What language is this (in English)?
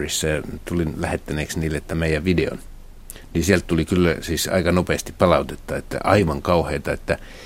Finnish